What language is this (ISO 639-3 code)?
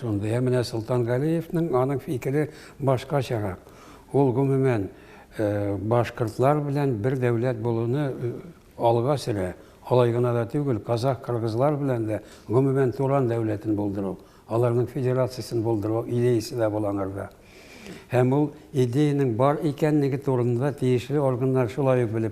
tat